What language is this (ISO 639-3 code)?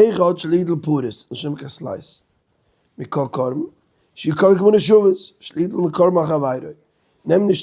yid